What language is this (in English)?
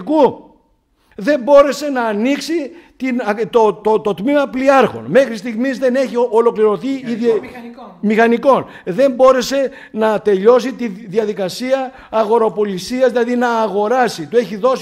Greek